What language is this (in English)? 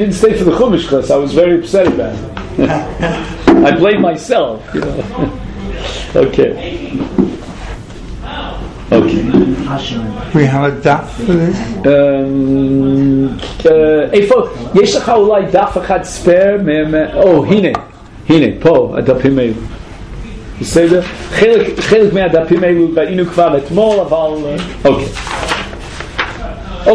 Hebrew